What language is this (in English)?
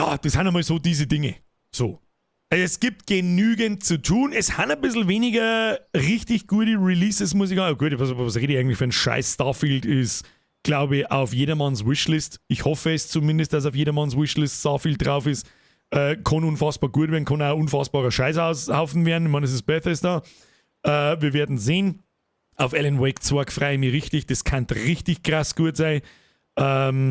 Bavarian